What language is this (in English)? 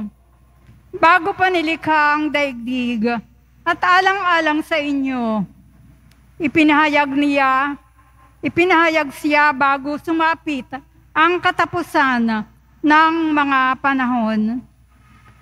Filipino